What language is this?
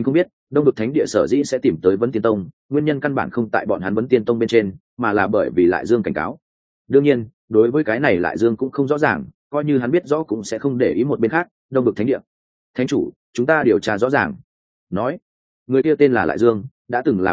Vietnamese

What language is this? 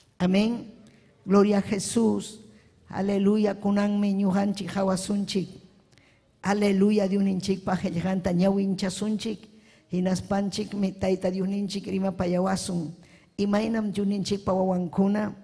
Ayacucho Quechua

